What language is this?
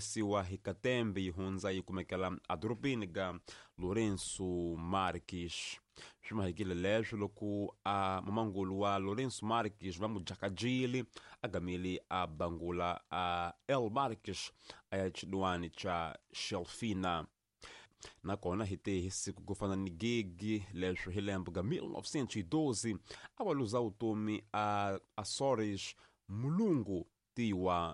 Tsonga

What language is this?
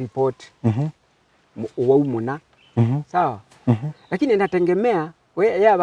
Kamba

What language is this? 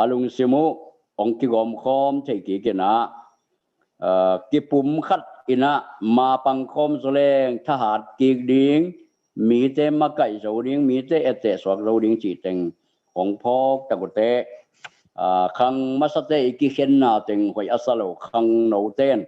Tedim Chin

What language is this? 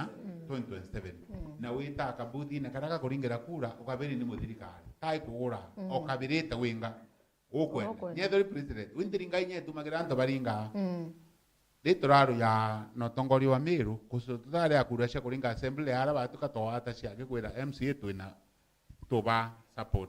Meru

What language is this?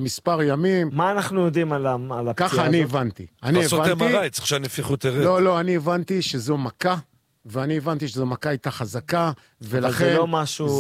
Hebrew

